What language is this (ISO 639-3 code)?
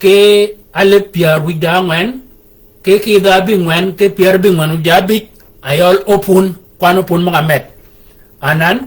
shk